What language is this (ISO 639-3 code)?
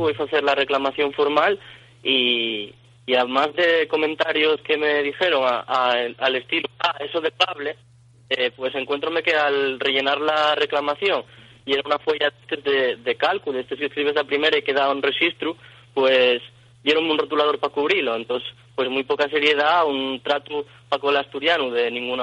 ast